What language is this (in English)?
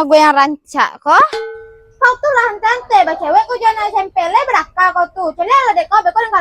Minangkabau